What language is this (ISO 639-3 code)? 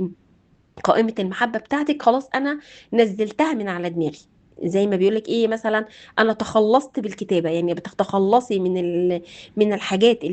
arz